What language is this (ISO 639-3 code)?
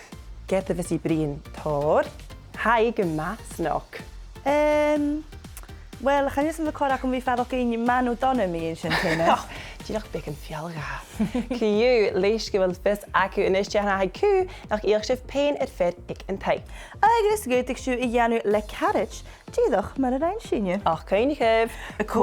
gla